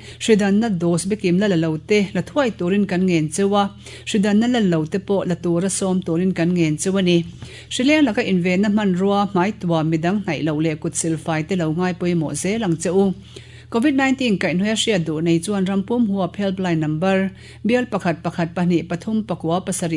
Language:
Mizo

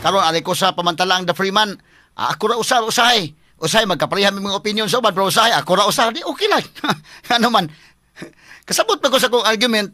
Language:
Cebuano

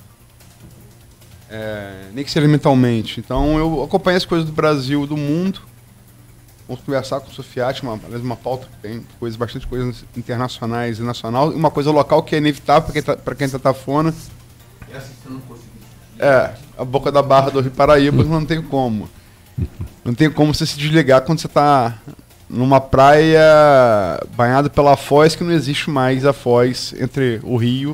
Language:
Portuguese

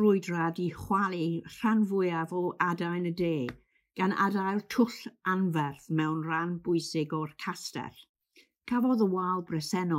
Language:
Welsh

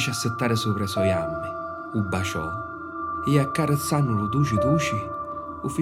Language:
Sicilian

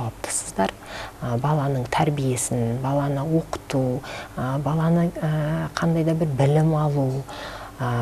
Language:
Kazakh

